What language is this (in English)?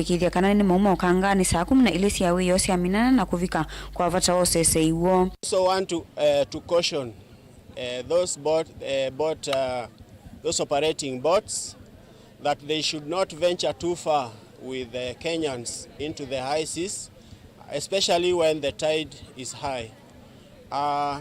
Kamba